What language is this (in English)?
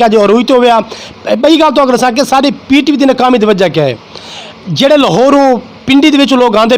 Saraiki